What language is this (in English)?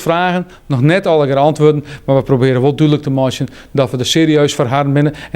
Western Frisian